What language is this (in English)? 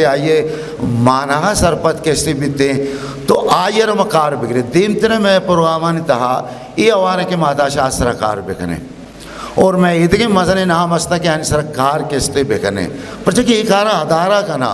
Eastern Balochi